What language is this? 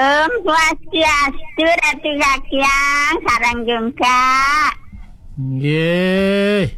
Balinese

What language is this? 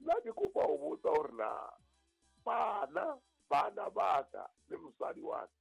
Southern Sotho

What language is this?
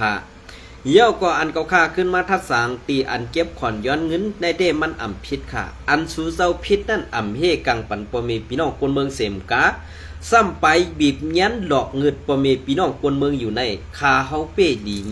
Shan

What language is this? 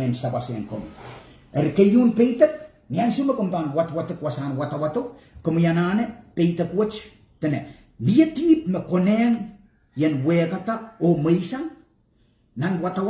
Pohnpeian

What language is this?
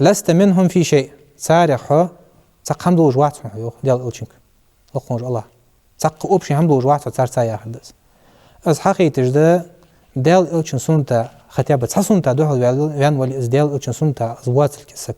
Ingush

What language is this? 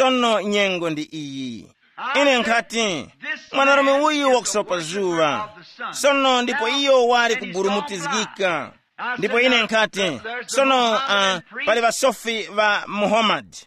Tumbuka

